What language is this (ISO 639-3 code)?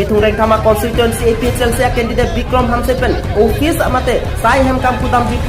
mjw